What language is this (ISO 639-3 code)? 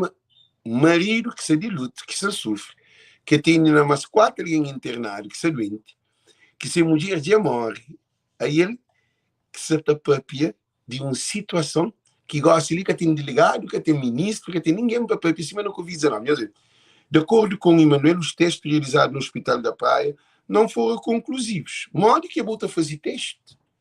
kea